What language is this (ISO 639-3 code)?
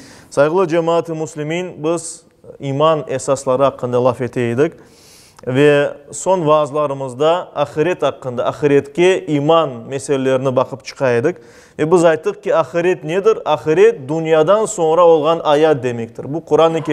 crh